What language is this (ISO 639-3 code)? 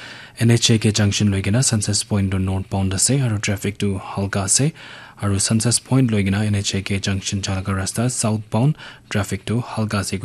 nag